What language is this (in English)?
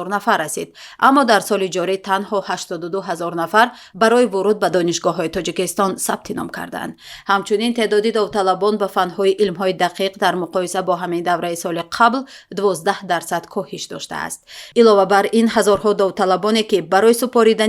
Tajik